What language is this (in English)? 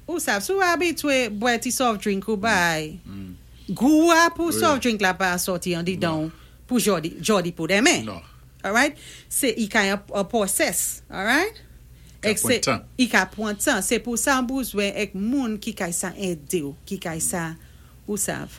Saint Lucian Creole French